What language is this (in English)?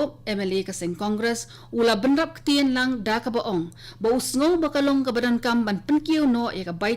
Khasi